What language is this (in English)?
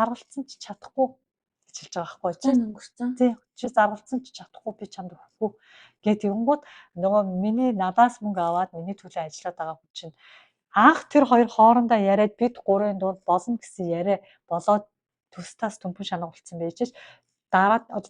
Mongolian